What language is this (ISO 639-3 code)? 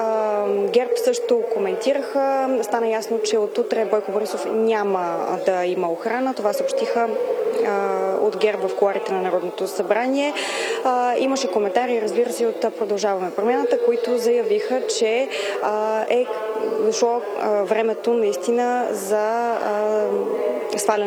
bul